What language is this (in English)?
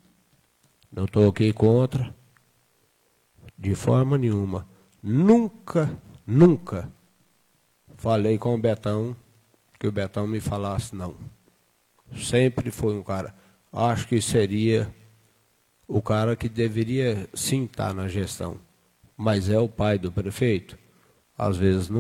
Portuguese